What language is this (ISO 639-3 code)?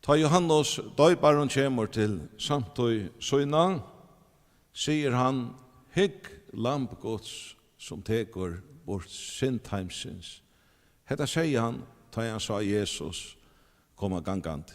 fao